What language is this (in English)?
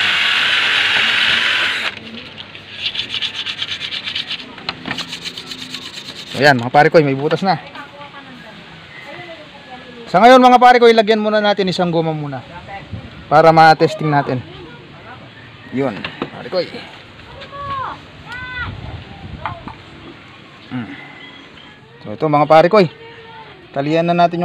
Filipino